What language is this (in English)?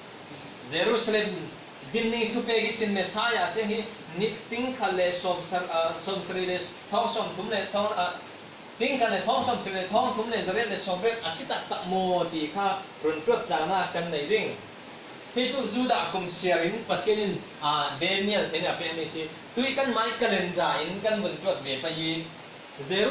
Falam Chin